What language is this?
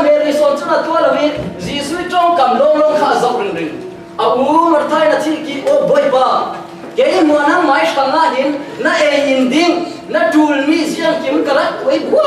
Falam Chin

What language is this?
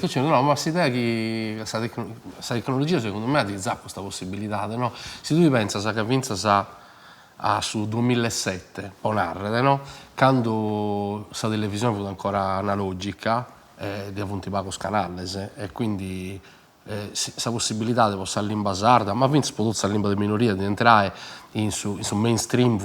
Sardinian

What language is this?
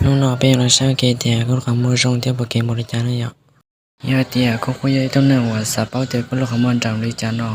Hmong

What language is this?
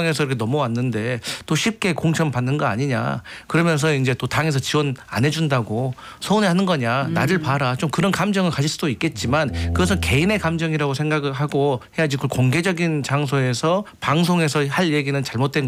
Korean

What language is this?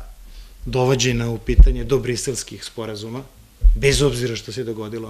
Serbian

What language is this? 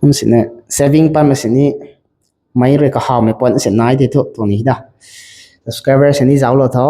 Rongmei Naga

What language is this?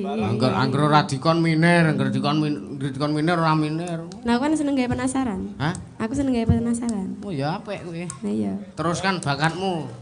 Javanese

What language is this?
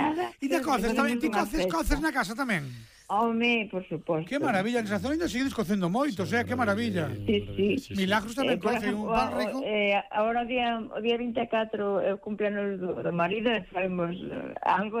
Galician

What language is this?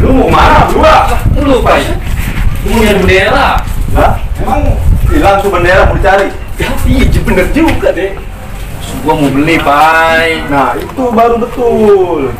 Betawi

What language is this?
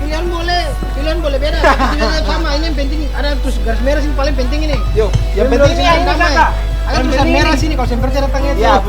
Ambonese Malay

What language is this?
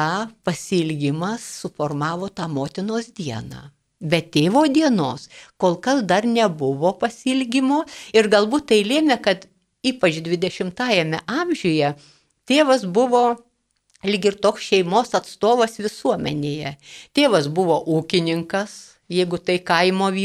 Lithuanian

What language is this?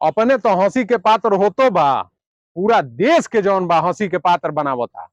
Bhojpuri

